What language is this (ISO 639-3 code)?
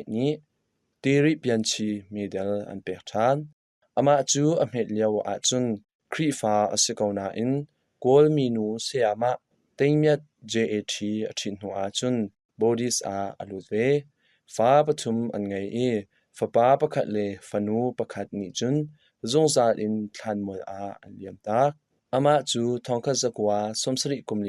cnh